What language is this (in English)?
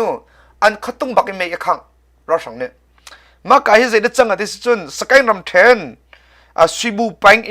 Hakha Chin